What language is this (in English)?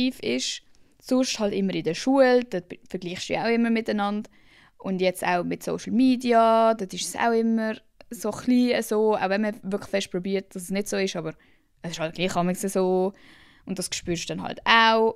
Swiss German